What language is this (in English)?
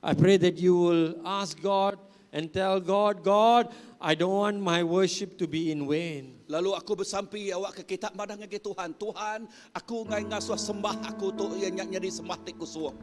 Iban